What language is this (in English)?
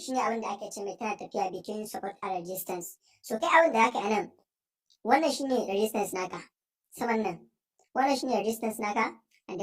Hausa